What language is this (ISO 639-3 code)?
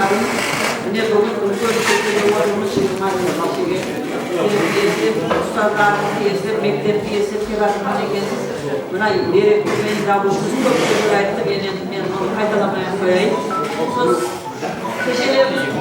kaa